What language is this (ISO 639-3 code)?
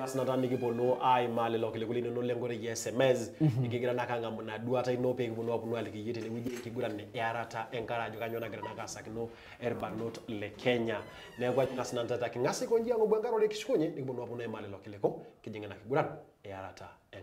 mas